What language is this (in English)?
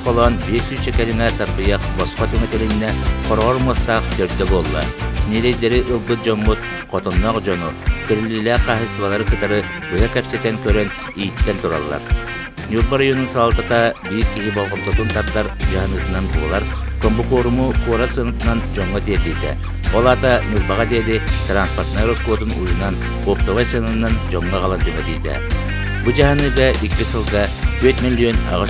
Yakut